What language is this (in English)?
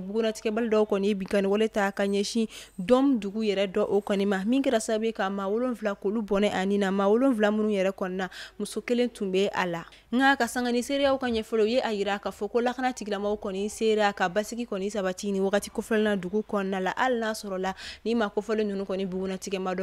Bambara